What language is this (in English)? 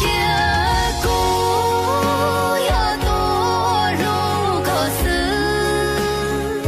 Hmong